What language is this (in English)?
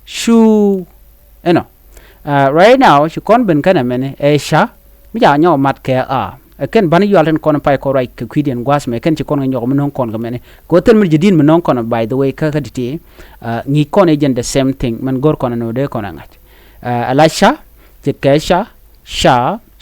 Nuer